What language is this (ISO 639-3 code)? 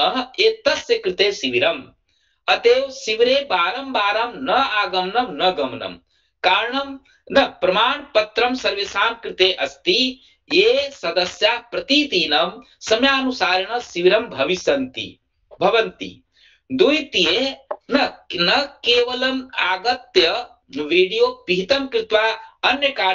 san